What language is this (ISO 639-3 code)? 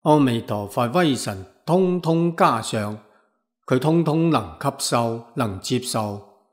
yue